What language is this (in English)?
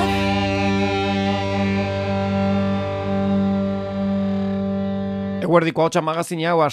Basque